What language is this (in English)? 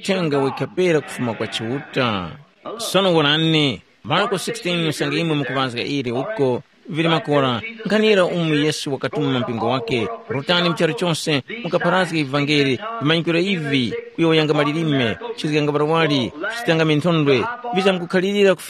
Tumbuka